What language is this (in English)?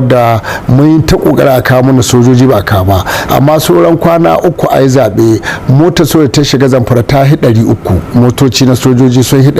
Hausa